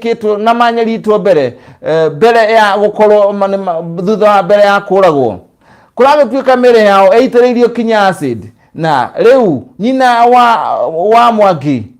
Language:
Kikuyu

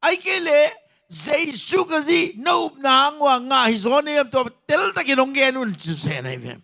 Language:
Tedim Chin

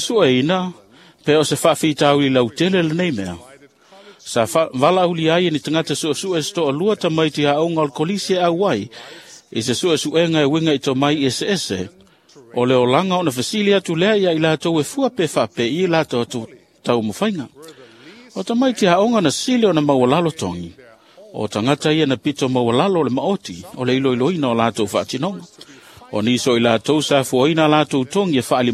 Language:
Samoan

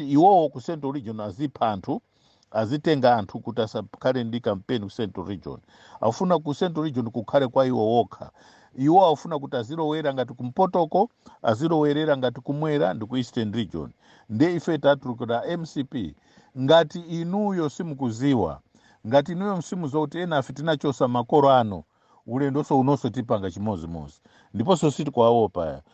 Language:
Nyanja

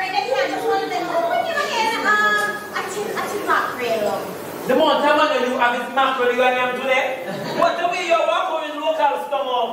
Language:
Jamaican Creole English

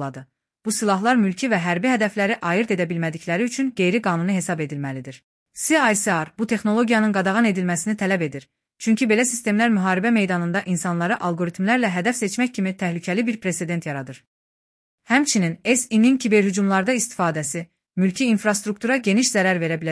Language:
Azerbaijani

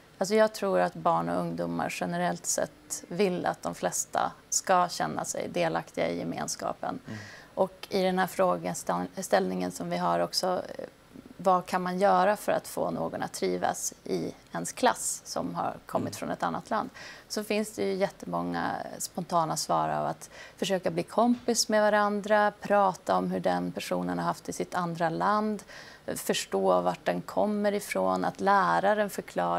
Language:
Swedish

